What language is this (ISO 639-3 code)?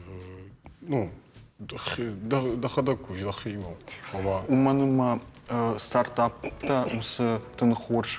oss